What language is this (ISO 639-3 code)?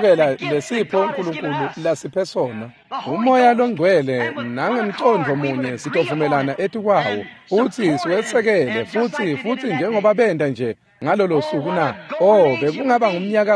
ssw